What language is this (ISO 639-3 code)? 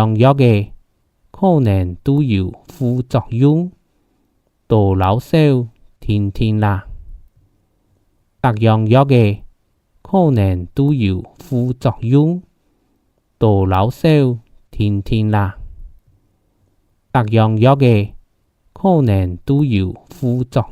hak